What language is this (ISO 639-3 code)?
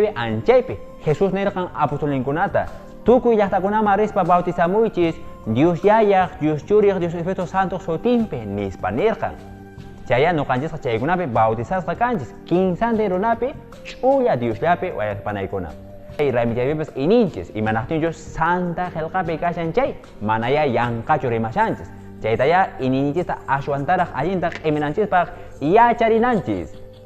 que